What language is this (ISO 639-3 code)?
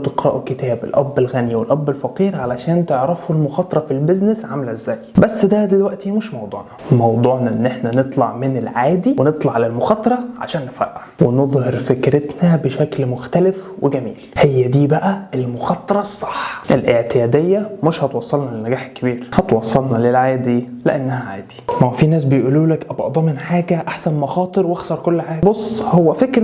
arz